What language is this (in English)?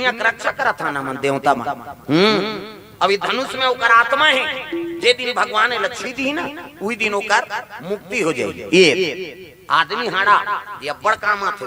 Chhattisgarhi